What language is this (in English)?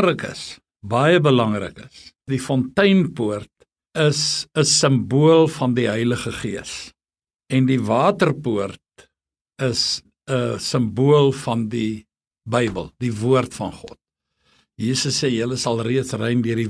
Afrikaans